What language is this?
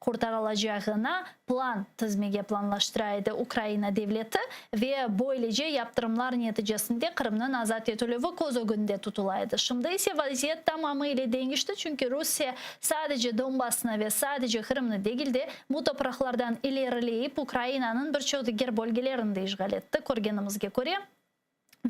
Crimean Tatar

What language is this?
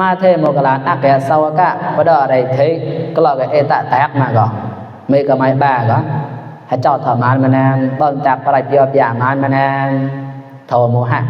Mon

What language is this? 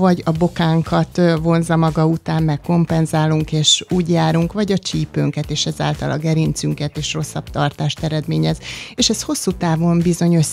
Hungarian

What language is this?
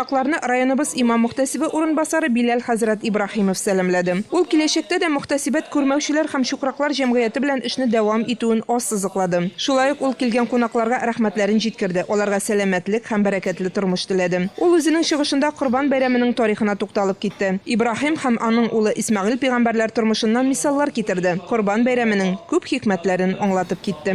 Tatar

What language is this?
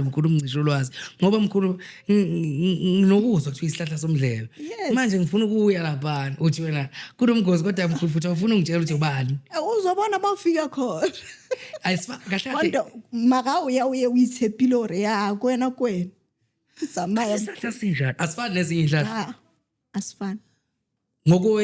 Zulu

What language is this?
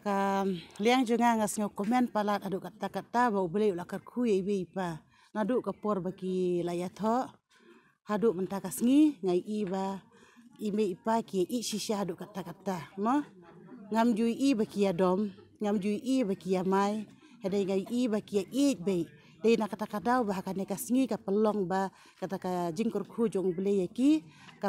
Khasi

